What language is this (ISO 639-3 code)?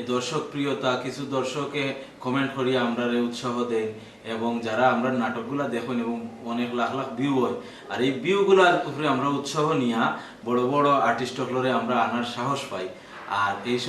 syl